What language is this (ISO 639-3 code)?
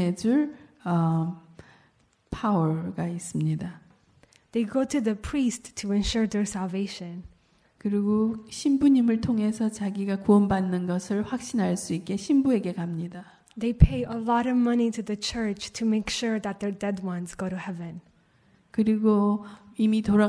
kor